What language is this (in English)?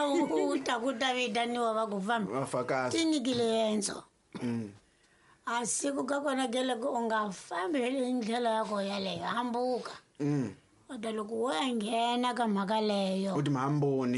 Tsonga